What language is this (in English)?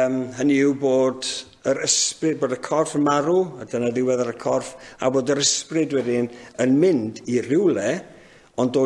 Welsh